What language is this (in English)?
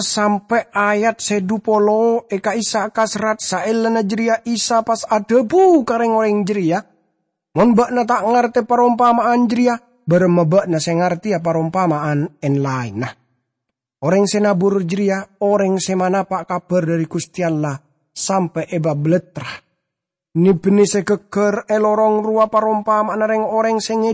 Madurese